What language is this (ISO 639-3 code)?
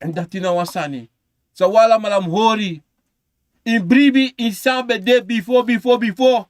srn